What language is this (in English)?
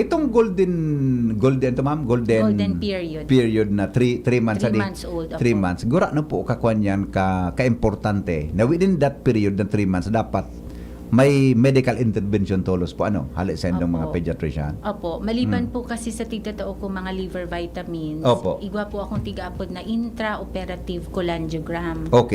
Bikol